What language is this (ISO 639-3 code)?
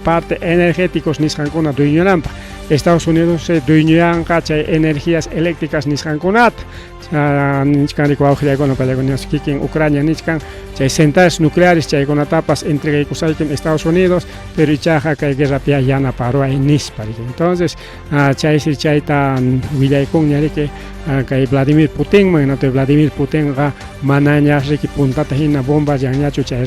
quy